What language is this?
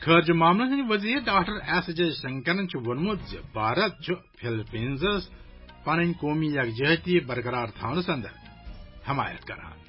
Kashmiri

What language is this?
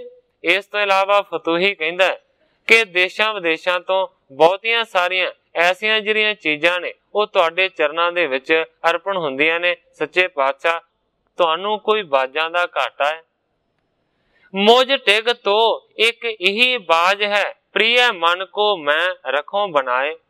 Punjabi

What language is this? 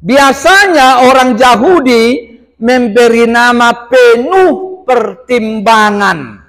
Batak Toba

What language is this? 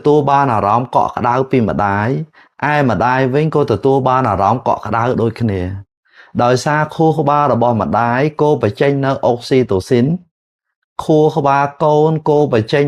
Khmer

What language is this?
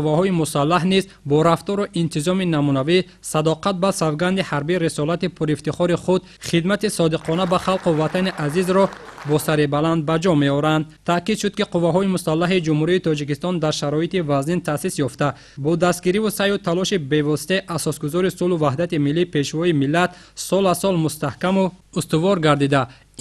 Tajik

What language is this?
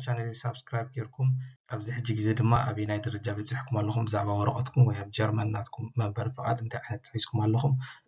Tigrinya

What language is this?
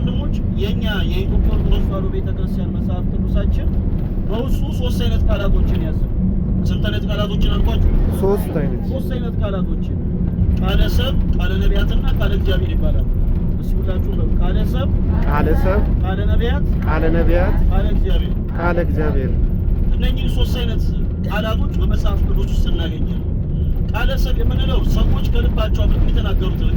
Amharic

